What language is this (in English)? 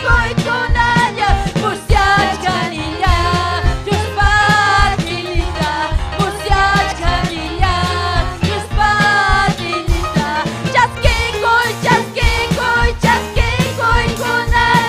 Ayacucho Quechua